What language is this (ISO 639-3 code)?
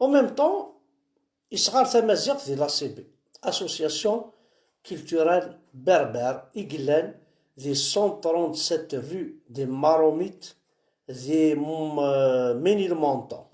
kab